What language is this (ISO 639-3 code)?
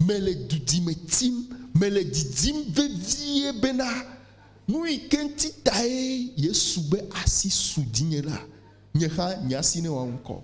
ewe